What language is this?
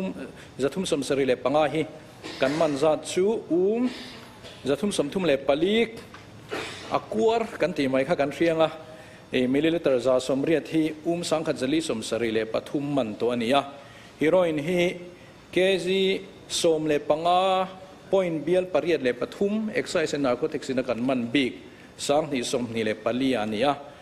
Mizo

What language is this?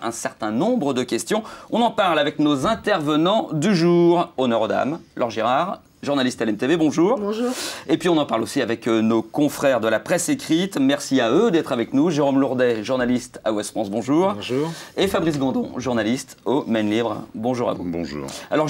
French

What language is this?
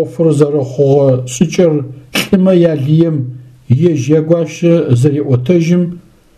Adyghe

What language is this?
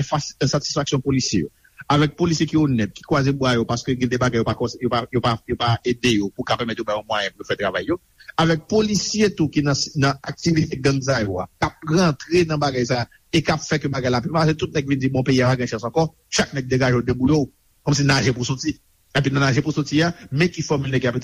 Haitian Creole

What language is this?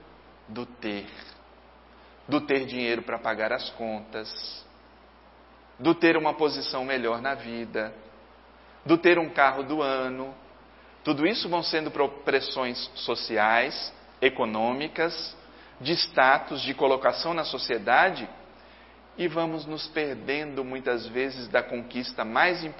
Portuguese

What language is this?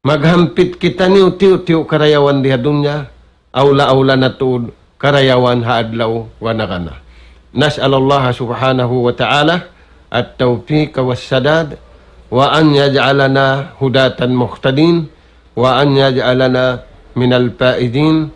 Tausug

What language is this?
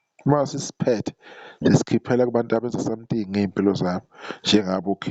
Zulu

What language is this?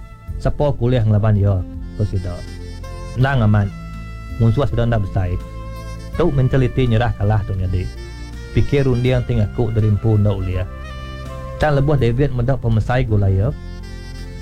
Iban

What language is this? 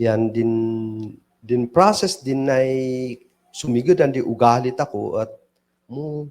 Kankanaey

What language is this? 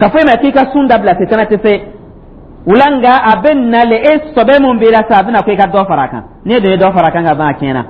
Dyula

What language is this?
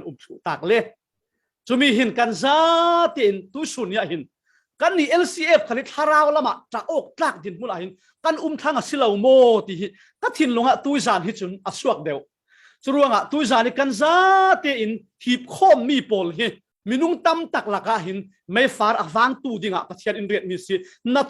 Falam Chin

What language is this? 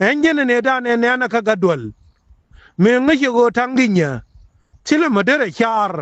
Nuer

